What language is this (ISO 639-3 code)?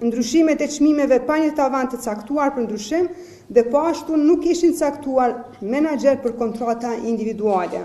sqi